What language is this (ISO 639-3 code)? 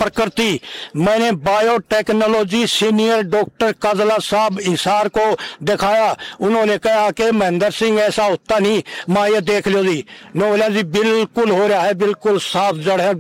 hin